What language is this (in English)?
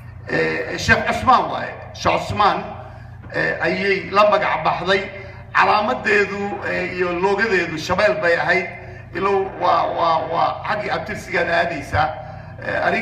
Somali